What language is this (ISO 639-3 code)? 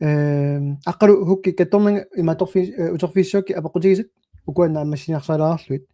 kal